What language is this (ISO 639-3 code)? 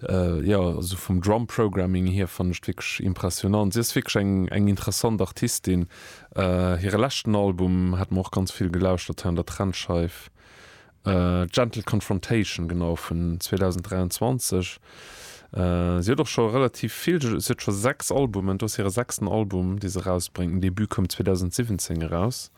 ltz